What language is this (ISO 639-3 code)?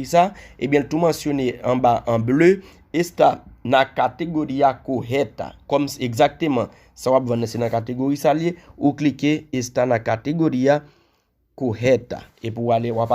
hat